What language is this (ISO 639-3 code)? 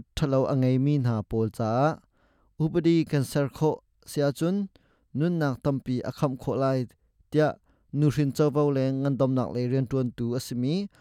cnh